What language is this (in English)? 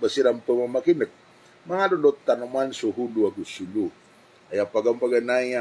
Maranao